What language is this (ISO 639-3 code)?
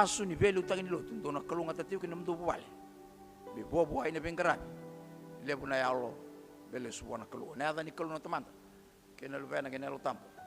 fij